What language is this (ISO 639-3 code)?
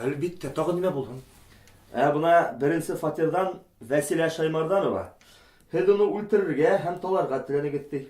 bak